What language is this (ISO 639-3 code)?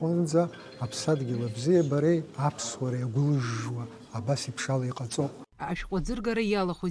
abk